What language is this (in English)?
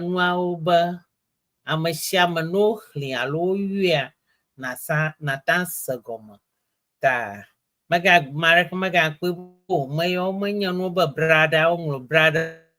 Ewe